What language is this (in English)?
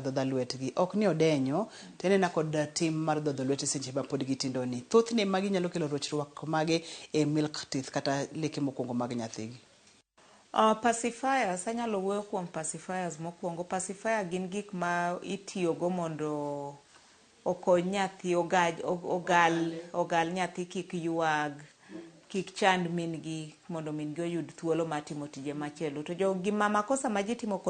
Luo (Kenya and Tanzania)